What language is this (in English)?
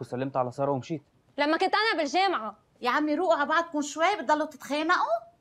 North Levantine Arabic